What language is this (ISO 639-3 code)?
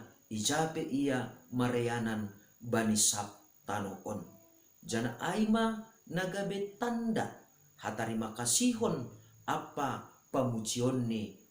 bts